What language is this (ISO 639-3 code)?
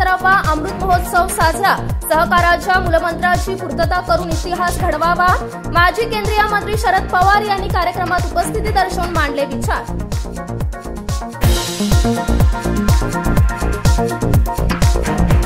mar